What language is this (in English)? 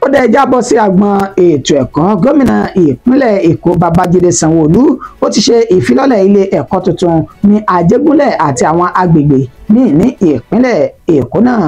Yoruba